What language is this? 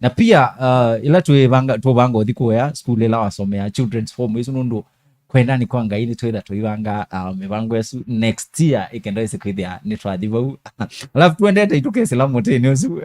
Kamba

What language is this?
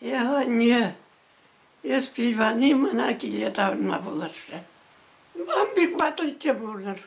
Chuvash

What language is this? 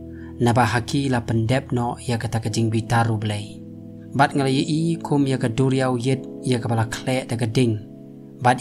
Khasi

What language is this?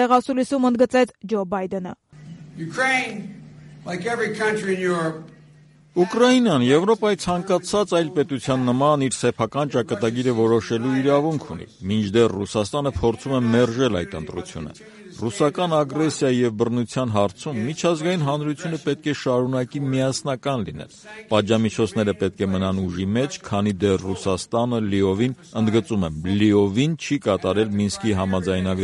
Armenian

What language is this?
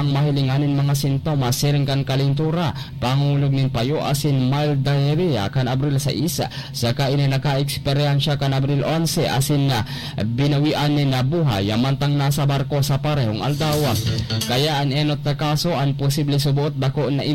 Bikol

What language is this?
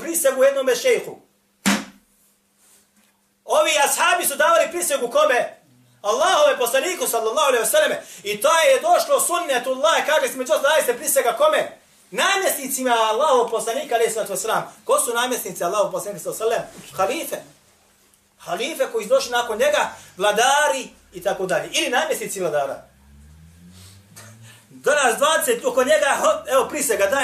Bosnian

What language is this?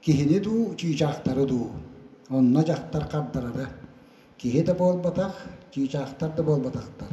Yakut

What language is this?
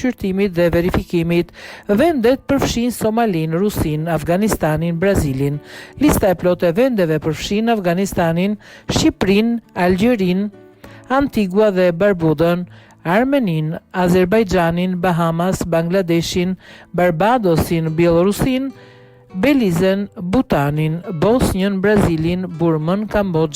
Albanian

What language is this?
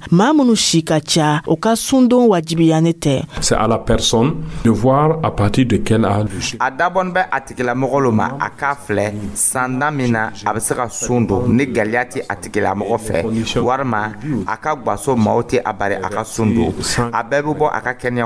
Dyula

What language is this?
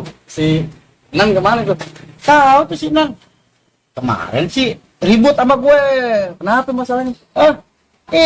Betawi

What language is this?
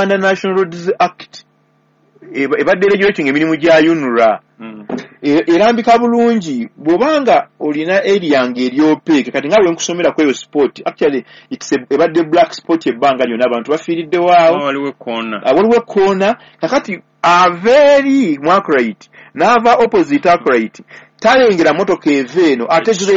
Ganda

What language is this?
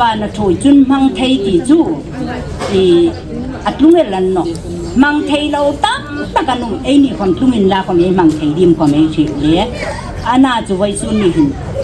Hmar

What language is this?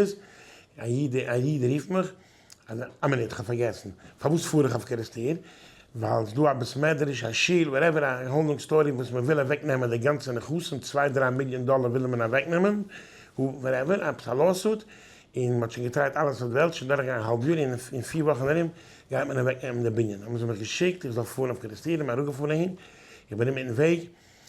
Yiddish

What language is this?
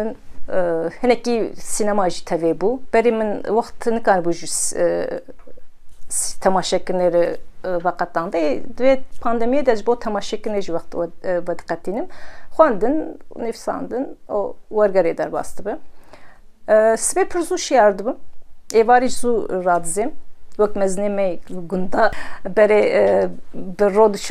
Kurdish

